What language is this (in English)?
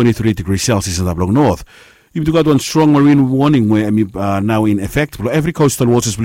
Bislama